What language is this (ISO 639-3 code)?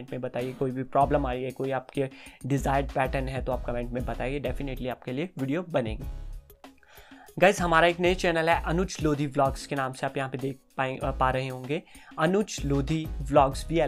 hin